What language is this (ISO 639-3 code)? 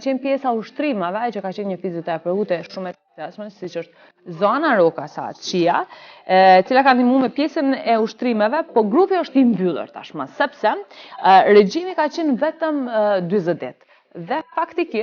sqi